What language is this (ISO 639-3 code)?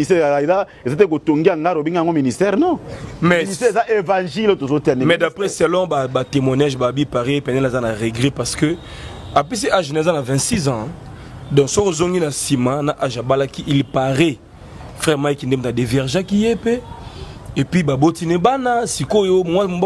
lin